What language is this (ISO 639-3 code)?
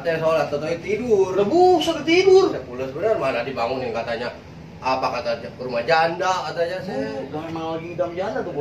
bew